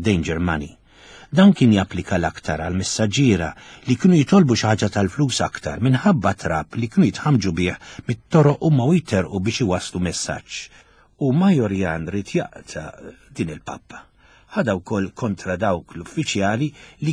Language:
Maltese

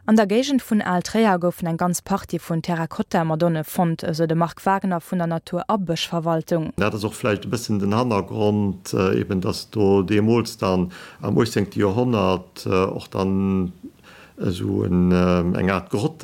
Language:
Luxembourgish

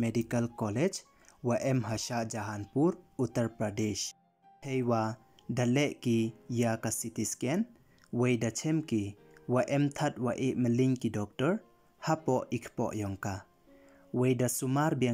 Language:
Pnar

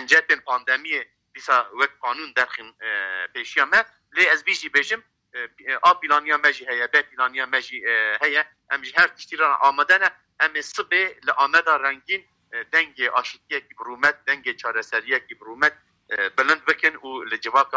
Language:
Kurdish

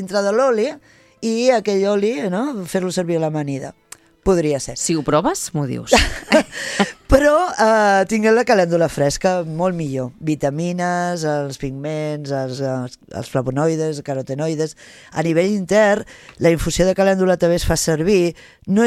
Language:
Catalan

